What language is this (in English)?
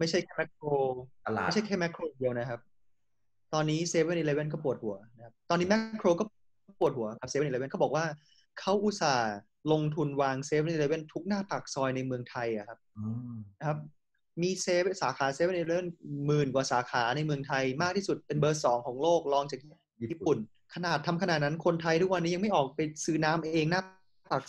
Thai